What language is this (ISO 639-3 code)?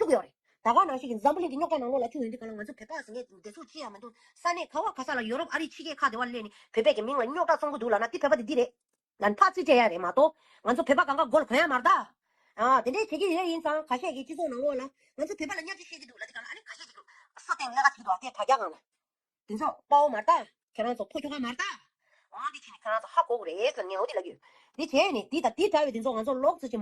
bod